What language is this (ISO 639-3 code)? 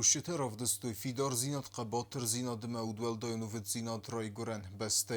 oss